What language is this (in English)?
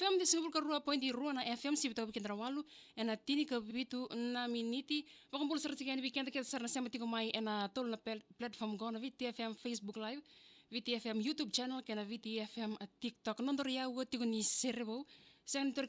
Fijian